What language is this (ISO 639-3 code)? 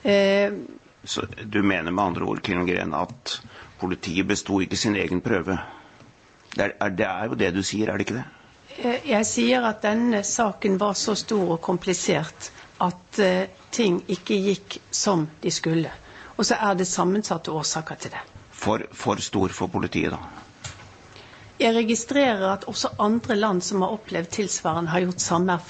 nor